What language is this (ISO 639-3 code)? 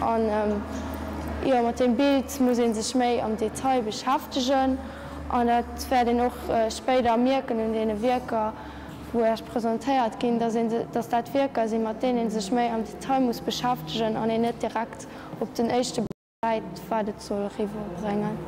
ltz